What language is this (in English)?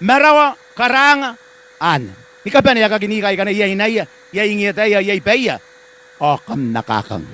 Gilbertese